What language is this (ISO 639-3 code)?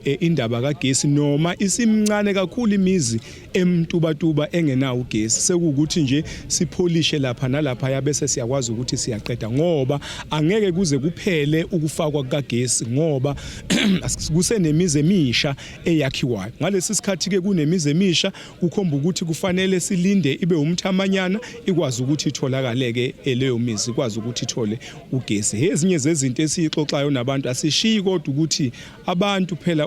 zul